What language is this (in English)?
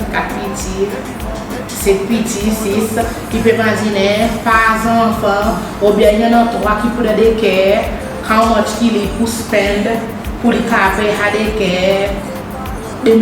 Seselwa Creole French